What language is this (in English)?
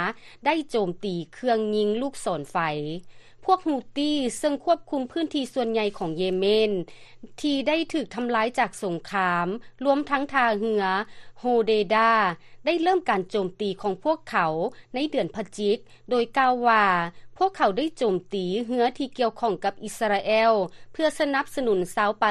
Lao